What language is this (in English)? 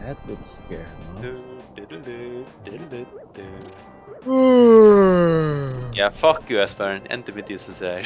Faroese